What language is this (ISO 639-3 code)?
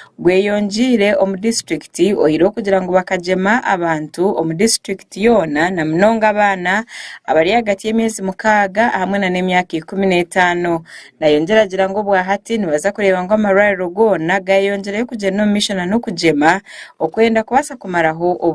nyn